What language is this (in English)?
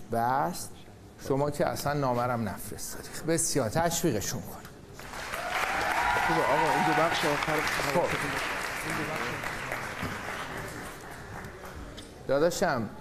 Persian